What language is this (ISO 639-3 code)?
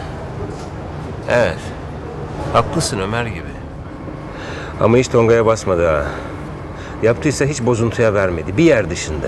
tur